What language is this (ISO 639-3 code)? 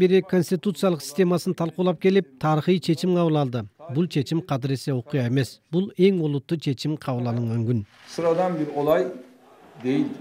kir